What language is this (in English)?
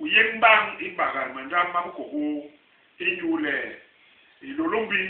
Basaa